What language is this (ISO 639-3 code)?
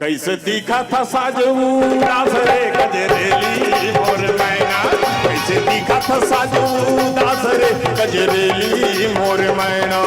hne